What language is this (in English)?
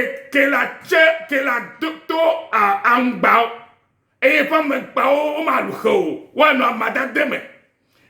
Ewe